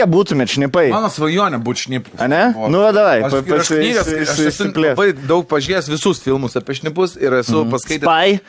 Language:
Lithuanian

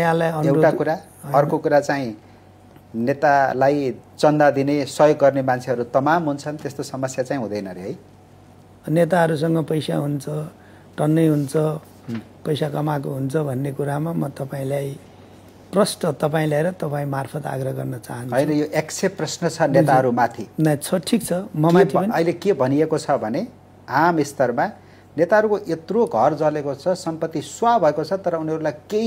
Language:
Nepali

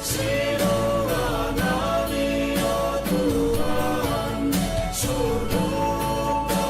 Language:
Batak Simalungun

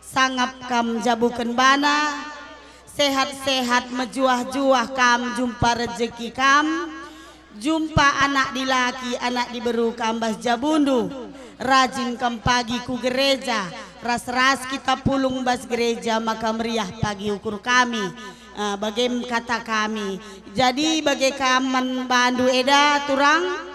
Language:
Batak Karo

